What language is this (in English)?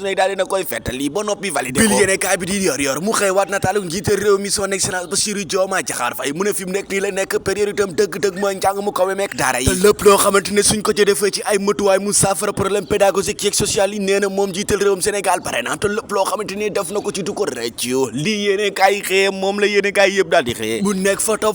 Wolof